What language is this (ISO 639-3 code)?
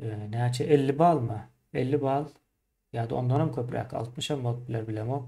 tuk